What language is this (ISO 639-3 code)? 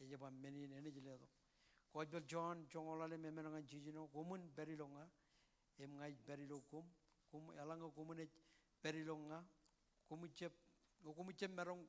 mah